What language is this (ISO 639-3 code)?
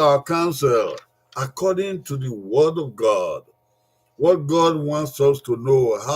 bin